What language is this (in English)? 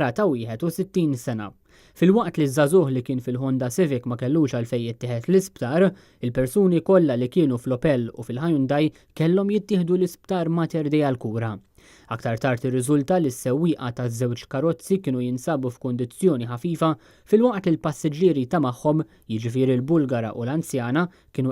Maltese